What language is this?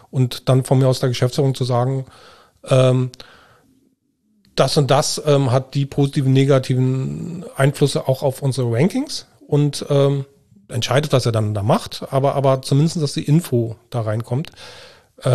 German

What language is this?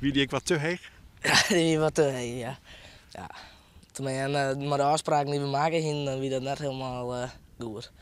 Western Frisian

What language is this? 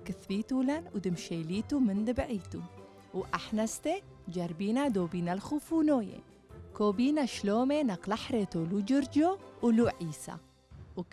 Turoyo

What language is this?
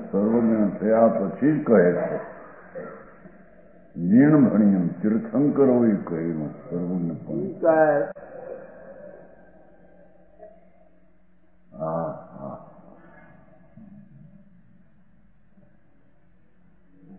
Gujarati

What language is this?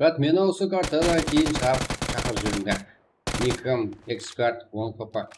Kara-Kalpak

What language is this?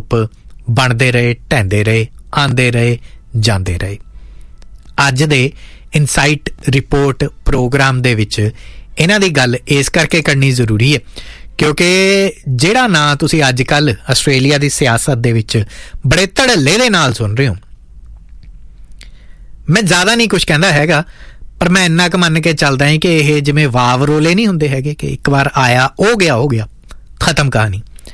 Punjabi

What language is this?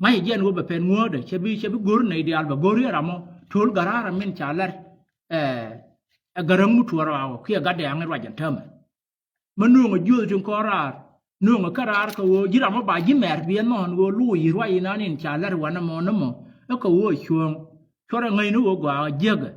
Nuer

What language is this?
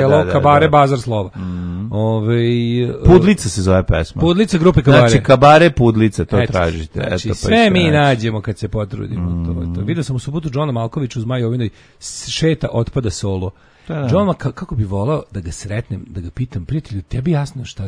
Serbian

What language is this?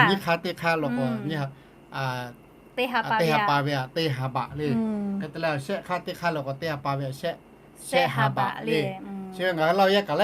Lahu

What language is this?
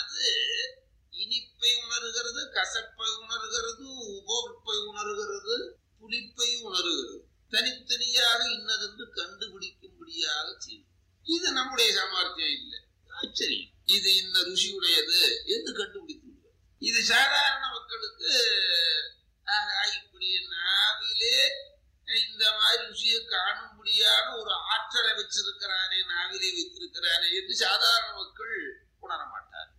Tamil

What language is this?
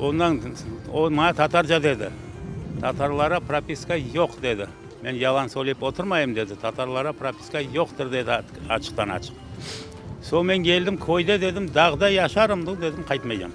Crimean Tatar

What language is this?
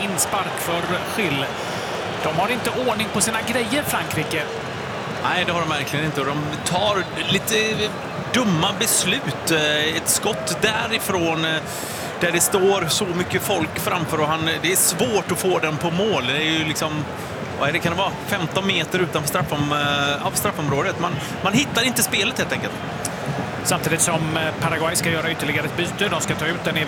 Swedish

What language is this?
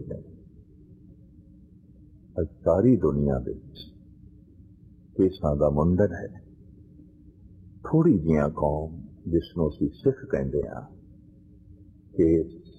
Punjabi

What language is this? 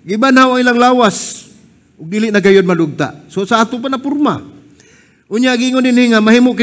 Cebuano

